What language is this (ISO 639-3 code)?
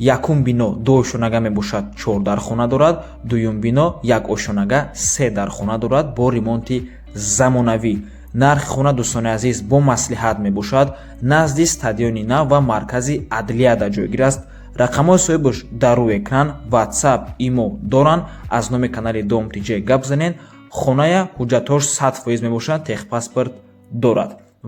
tgk